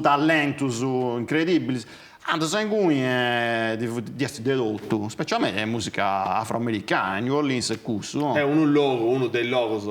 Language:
Sardinian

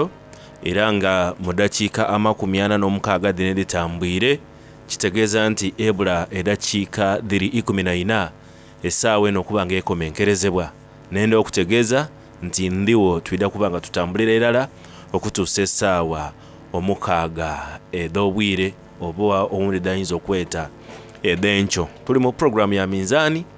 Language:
Soga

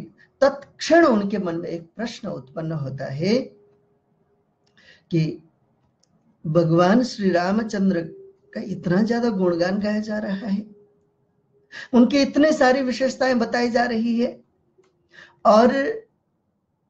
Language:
Hindi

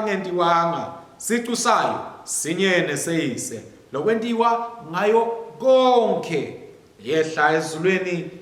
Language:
Swati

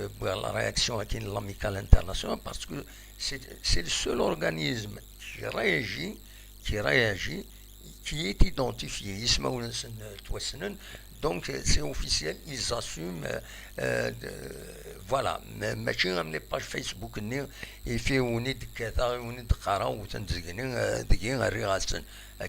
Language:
Kabyle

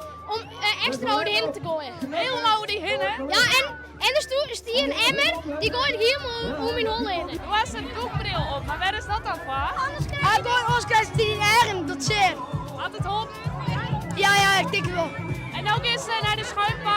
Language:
Western Frisian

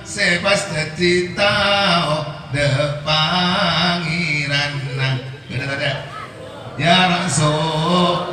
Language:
Madurese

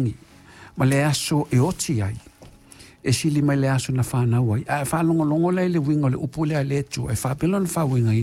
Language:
Samoan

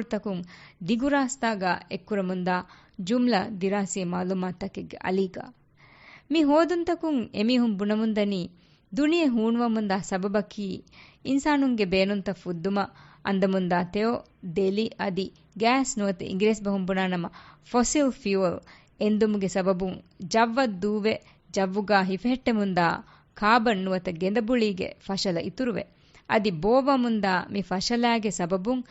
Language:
Divehi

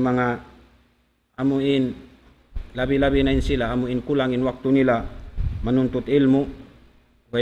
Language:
Tausug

